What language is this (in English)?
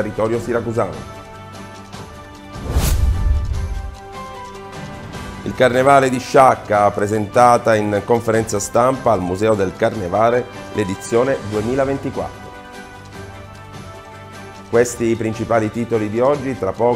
Italian